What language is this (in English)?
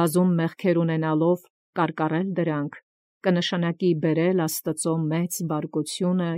Armenian